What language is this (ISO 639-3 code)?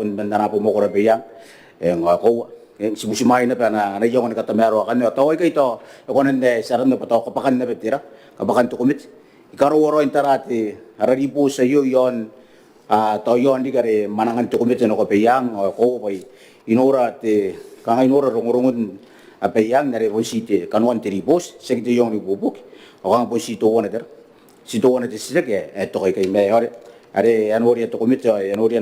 gil